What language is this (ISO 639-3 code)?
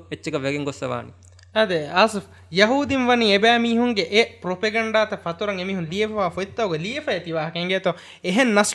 div